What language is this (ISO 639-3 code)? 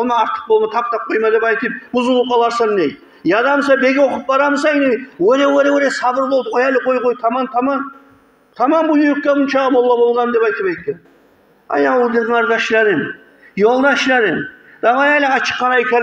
kum